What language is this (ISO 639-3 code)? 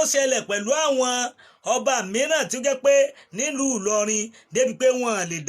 yor